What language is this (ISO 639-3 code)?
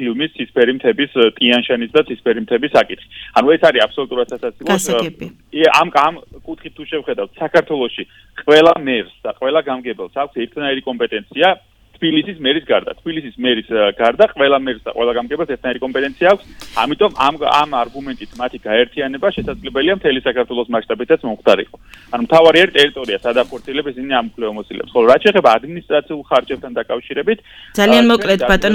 kat